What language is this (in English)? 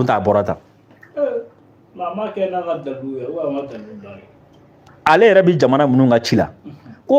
Bambara